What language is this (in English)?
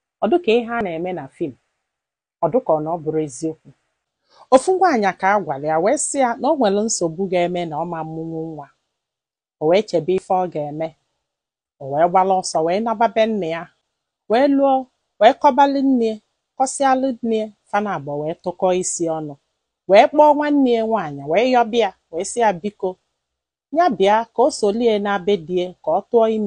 Igbo